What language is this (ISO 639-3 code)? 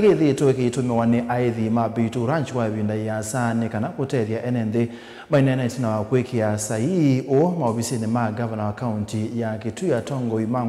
kam